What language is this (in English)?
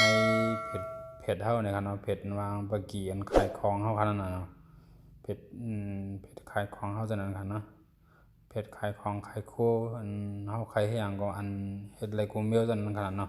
Shan